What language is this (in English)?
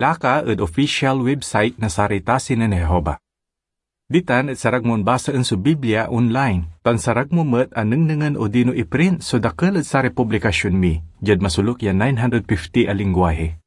Pangasinan